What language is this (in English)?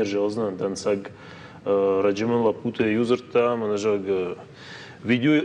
Ossetic